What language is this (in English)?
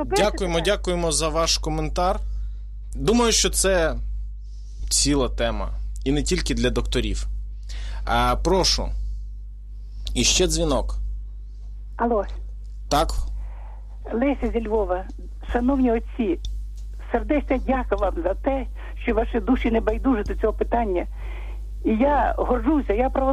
Ukrainian